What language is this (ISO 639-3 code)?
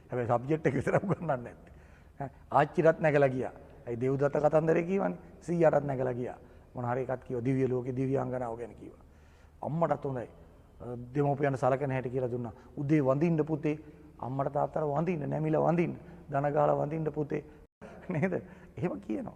sin